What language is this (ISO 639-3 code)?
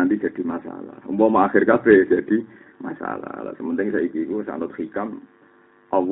jav